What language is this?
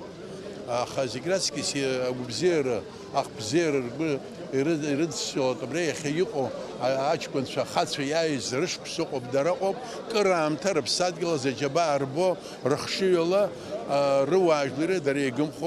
Abkhazian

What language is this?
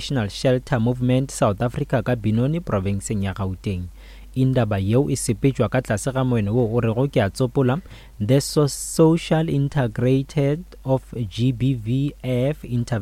Northern Sotho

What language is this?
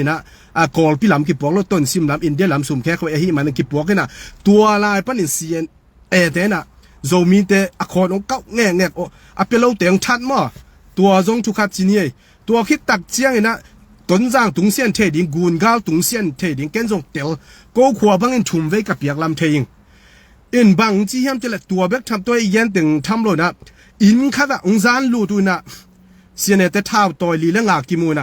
Tedim Chin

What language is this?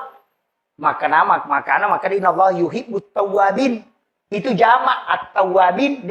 Buginese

